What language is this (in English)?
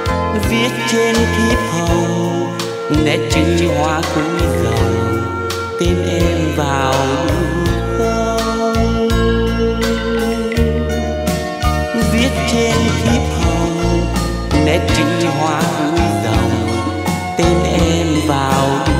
Vietnamese